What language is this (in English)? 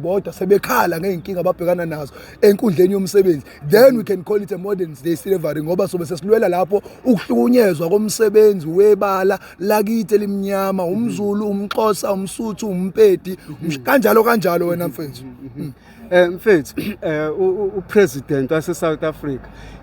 Zulu